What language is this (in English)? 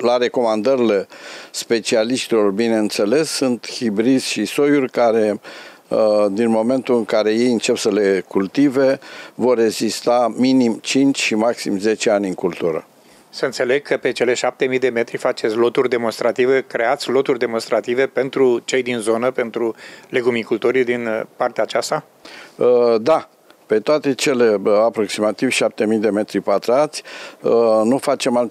Romanian